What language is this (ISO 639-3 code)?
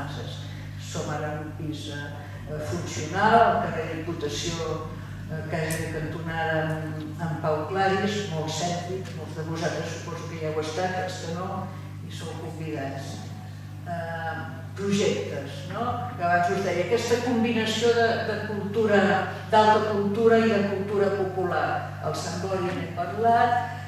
cat